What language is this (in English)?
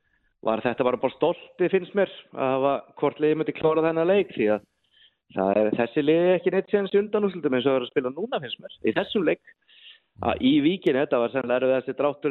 Icelandic